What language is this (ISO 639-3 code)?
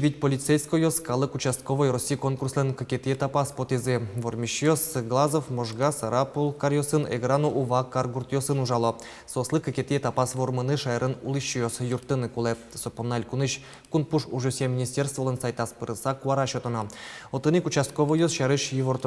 udm